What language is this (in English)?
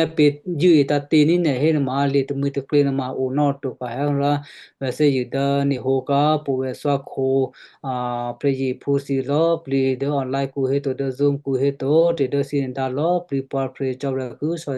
Western Kayah